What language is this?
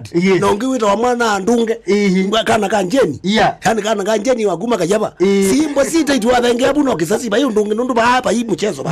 Kamba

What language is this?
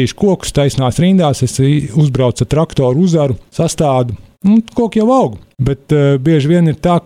Latvian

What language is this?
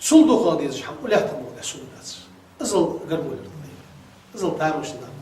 Ingush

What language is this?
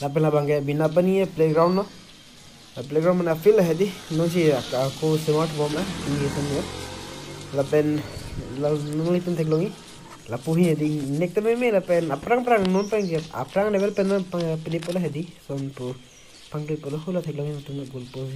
Karbi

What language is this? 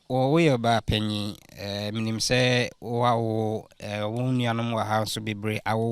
Akan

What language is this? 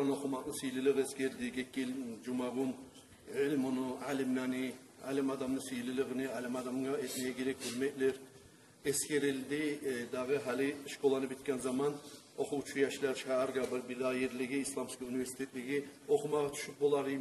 Kumyk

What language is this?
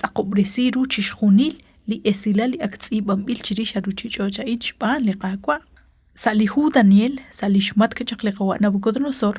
Kekchí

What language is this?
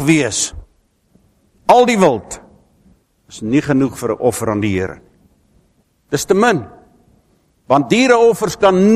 Afrikaans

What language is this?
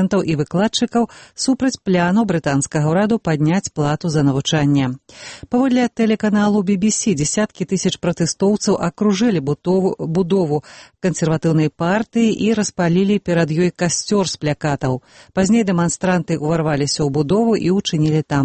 Belarusian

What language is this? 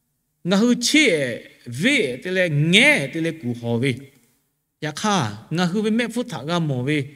Lahu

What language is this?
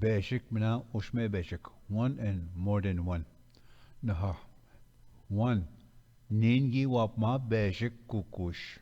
Ojibwa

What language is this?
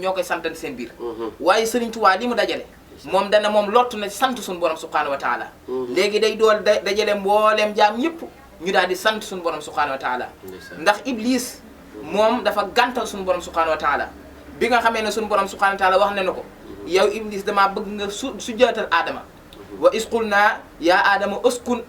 Wolof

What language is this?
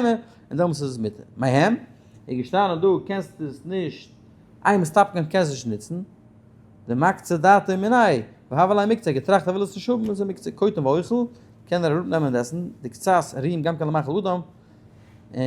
Yiddish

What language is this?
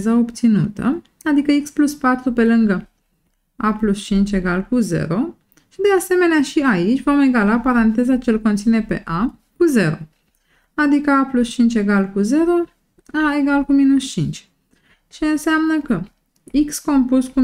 Romanian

